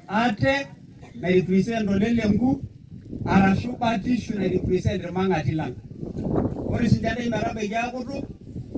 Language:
Masai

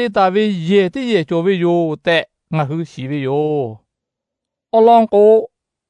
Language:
Lahu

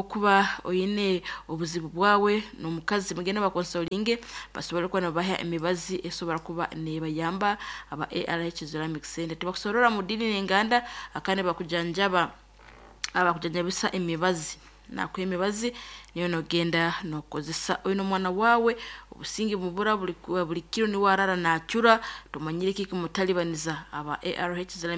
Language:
Nyankole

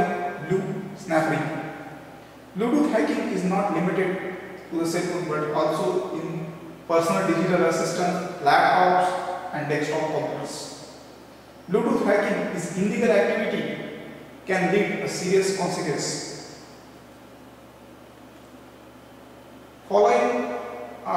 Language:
English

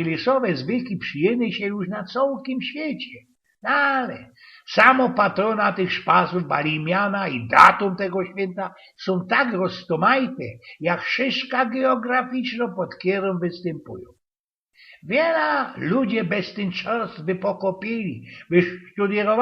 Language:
Silesian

